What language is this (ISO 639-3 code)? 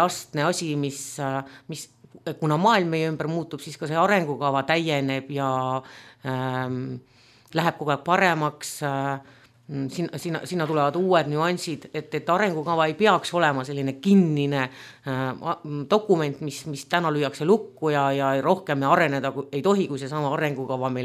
est